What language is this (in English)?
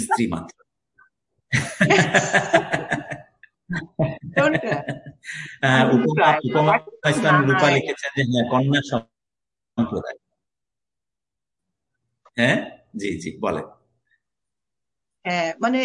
Bangla